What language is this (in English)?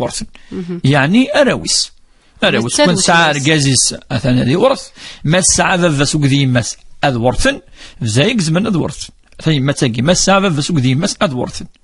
Kabyle